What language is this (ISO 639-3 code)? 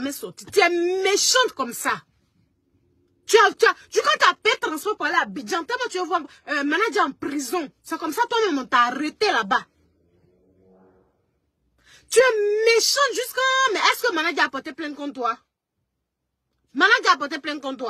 fra